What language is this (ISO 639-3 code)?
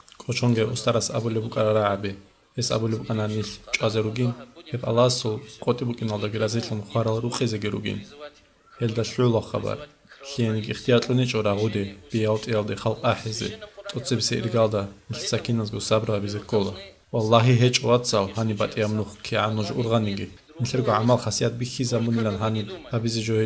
ava